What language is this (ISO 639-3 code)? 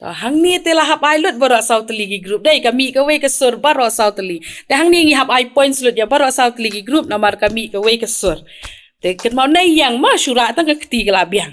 kha